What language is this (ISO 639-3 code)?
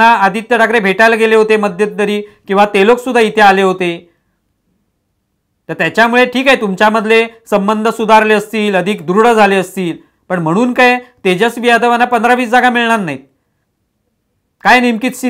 mar